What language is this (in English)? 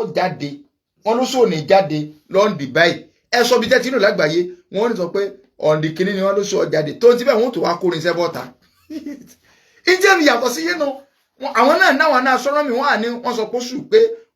Yoruba